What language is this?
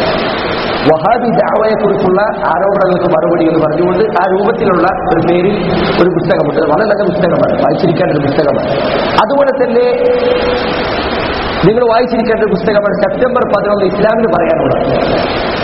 Malayalam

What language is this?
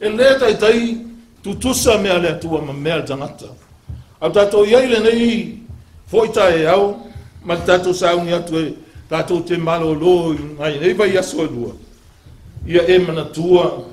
Samoan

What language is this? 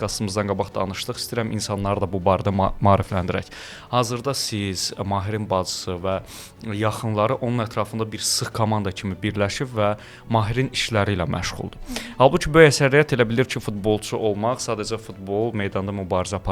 Azerbaijani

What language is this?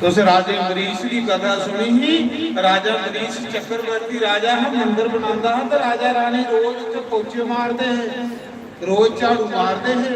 Dogri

